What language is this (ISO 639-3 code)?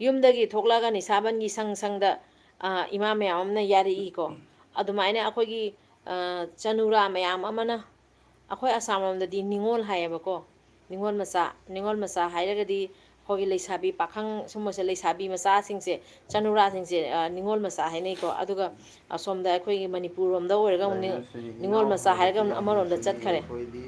mni